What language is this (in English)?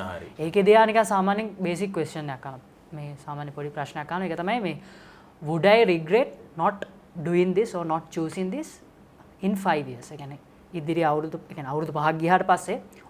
Sinhala